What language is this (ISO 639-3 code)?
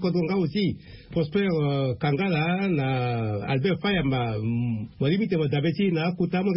sag